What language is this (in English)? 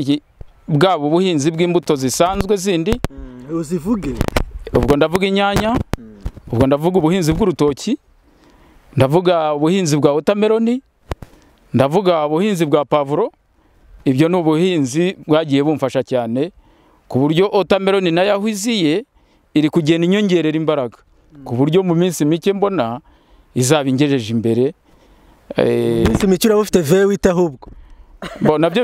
Kinyarwanda